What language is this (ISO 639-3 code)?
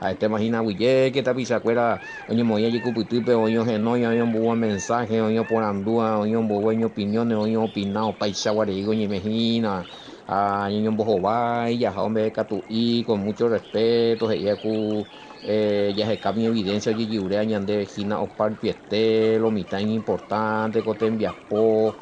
grn